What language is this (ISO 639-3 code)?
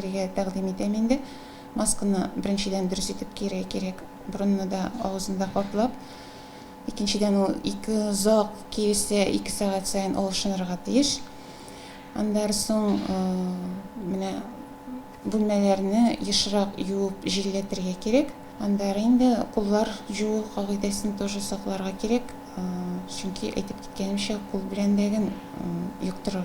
tat